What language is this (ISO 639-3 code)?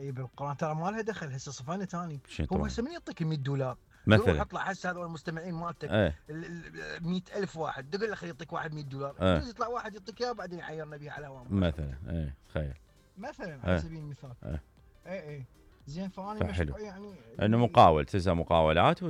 acm